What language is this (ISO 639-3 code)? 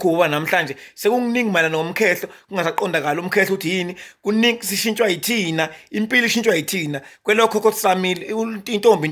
zul